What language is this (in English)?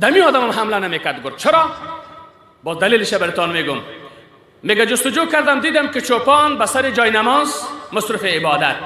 Persian